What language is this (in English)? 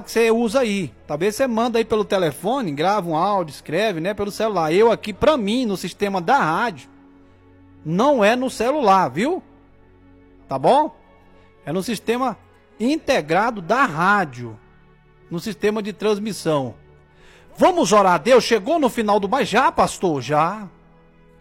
Portuguese